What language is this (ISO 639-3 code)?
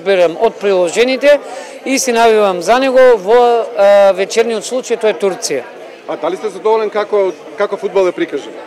mkd